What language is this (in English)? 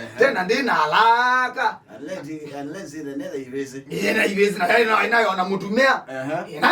Kamba